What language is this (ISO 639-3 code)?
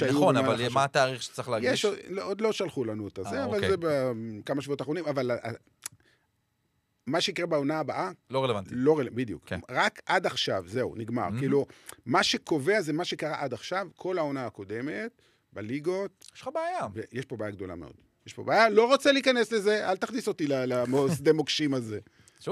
heb